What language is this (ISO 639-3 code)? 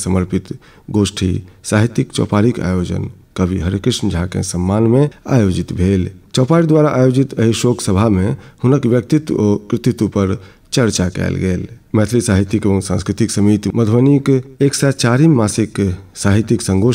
mai